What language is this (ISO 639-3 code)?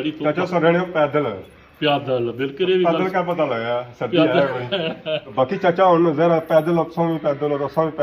phr